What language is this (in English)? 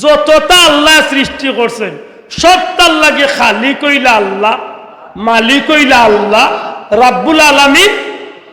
Sylheti